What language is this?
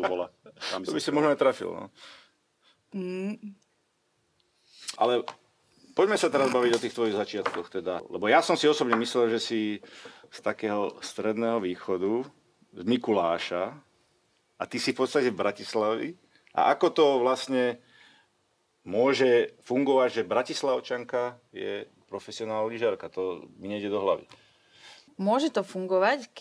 Slovak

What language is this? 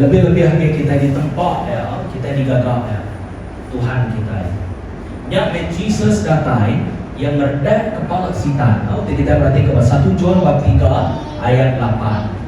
Iban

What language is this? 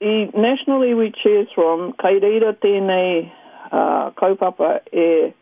Māori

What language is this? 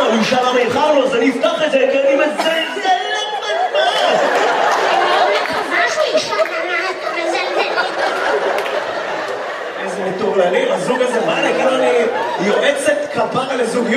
Hebrew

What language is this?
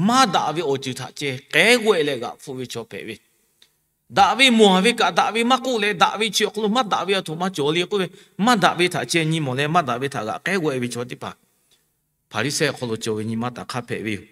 Lahu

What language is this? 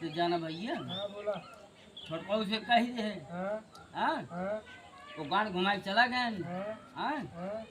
Awadhi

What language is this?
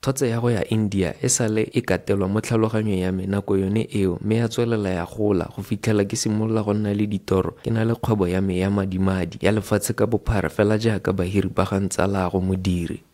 Tswana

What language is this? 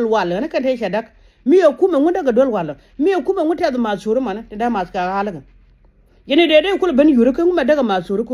Nuer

